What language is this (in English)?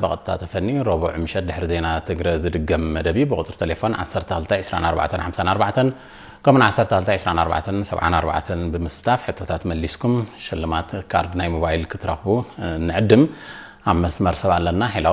Tigrinya